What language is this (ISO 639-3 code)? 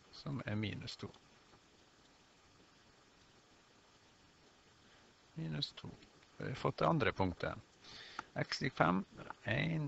nor